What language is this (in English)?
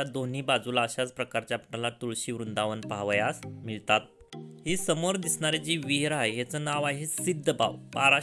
Marathi